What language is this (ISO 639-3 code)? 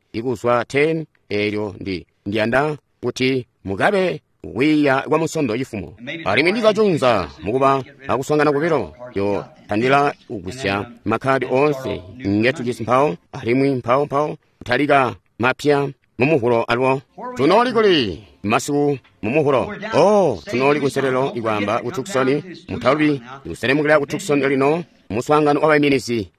toi